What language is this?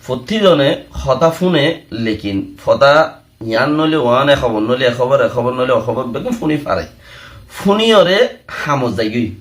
Rohingya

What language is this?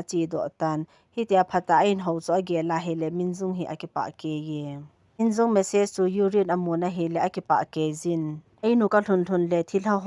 Thado Chin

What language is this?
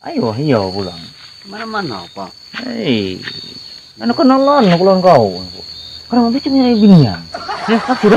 Banjar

